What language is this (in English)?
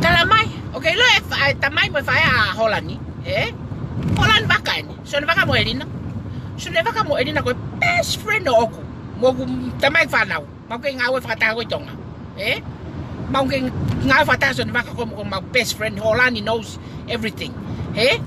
Tongan